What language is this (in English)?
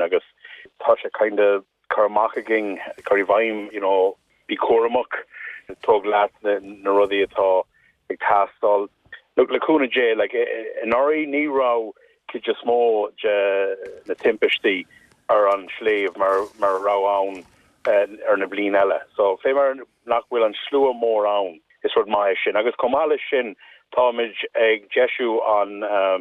Irish